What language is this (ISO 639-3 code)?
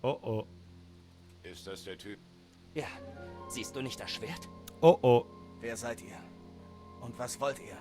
bar